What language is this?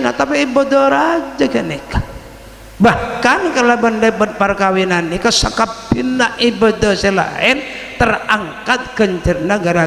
Madurese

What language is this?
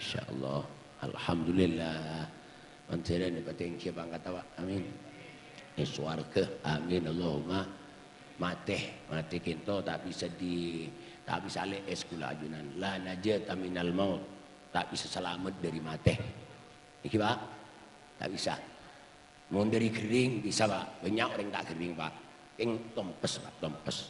Madurese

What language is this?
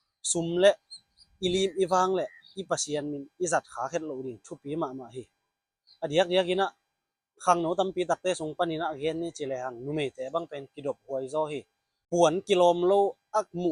Tedim Chin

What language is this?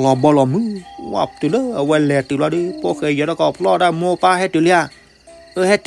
S'gaw Karen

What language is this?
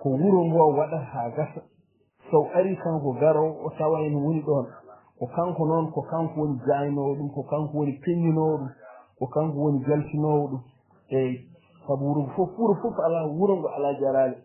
Fula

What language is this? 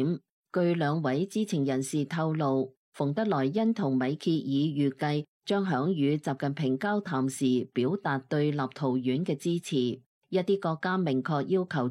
Cantonese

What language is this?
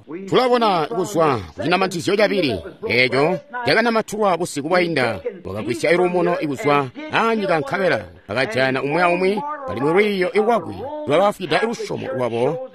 Tonga (Zambia)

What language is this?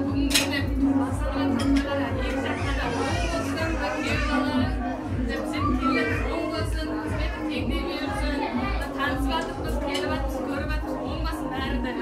Kara-Kalpak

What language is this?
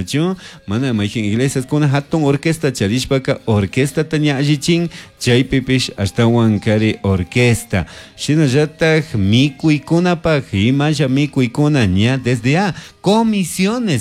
Chimborazo Highland Quichua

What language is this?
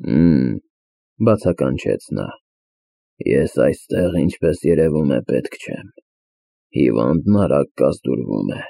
Armenian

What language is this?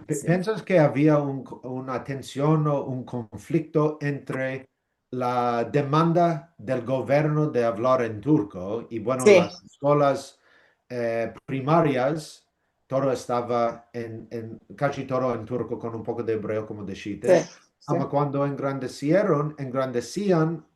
Ladino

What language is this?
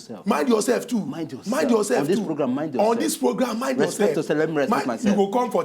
Nigerian Pidgin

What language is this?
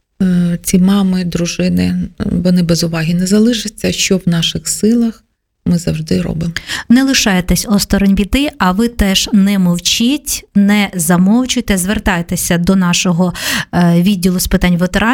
Ukrainian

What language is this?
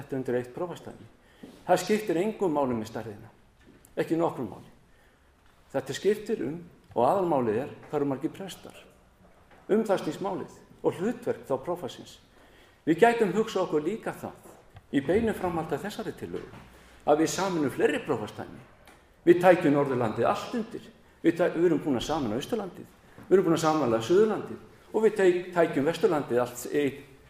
Icelandic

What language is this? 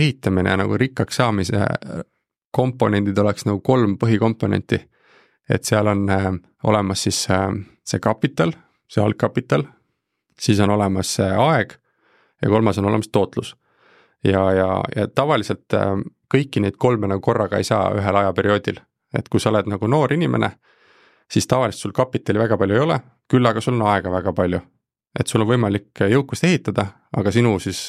Estonian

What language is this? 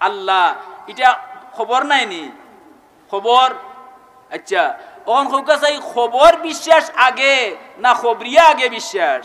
Sylheti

